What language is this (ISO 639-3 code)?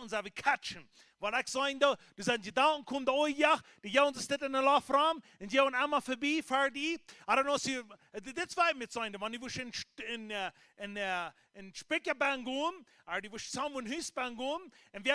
pdt